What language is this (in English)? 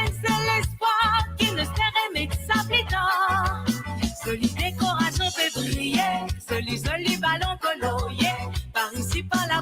Morisyen